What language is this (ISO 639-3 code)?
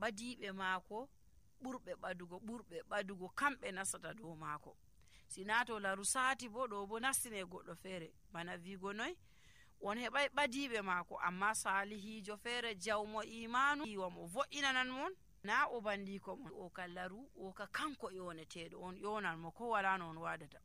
fuv